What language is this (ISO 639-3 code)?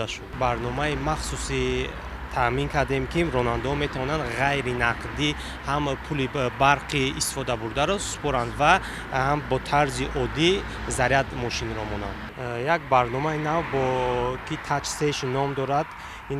tgk